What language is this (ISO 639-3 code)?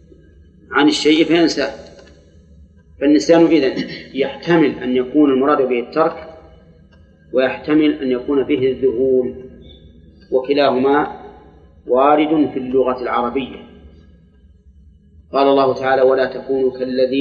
ara